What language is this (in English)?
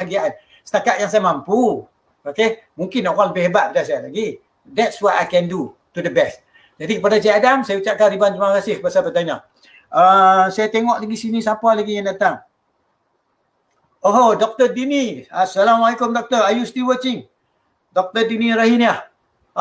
Malay